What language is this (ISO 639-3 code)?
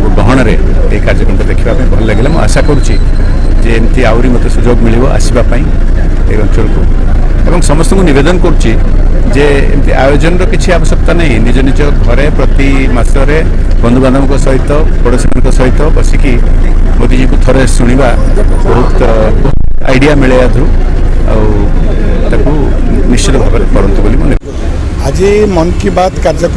ori